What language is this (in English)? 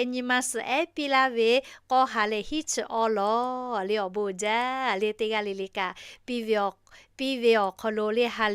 Lahu